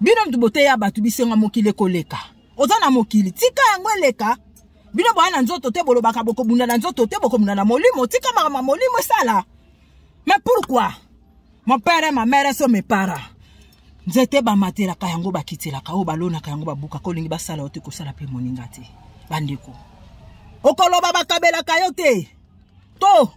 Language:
Lingala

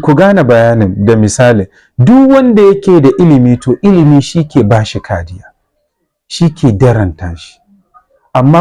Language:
Hausa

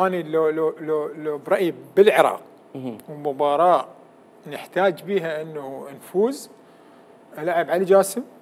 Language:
Mesopotamian Arabic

